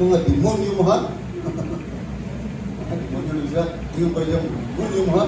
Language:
Cebuano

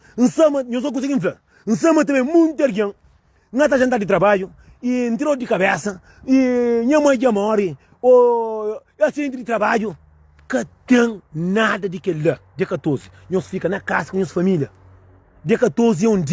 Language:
Kabuverdianu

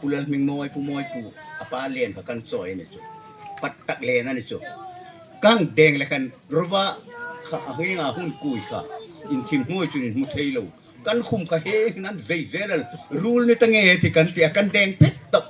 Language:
Hmar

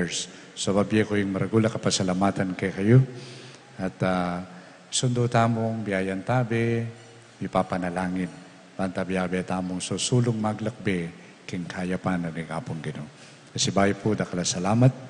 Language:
Pampanga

